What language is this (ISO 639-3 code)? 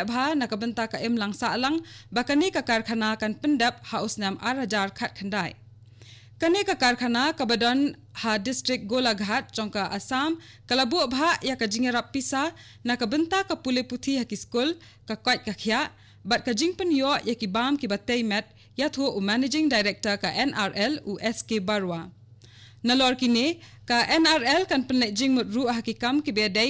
kha